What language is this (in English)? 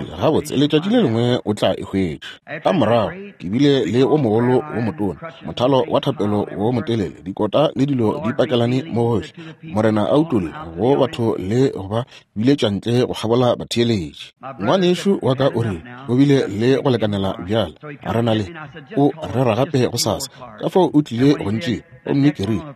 Northern Sotho